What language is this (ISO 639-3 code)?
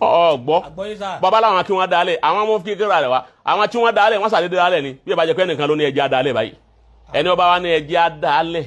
yor